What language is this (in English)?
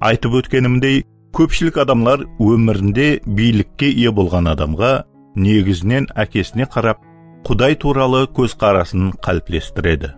Kara-Kalpak